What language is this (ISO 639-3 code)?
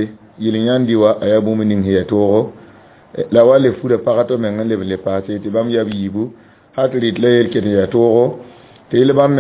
mos